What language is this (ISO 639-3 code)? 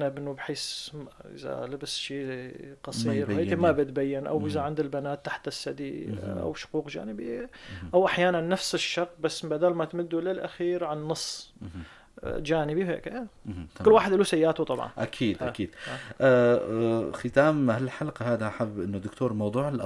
apc